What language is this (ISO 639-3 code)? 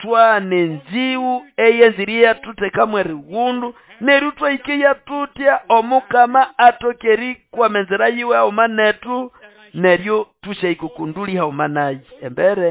nnb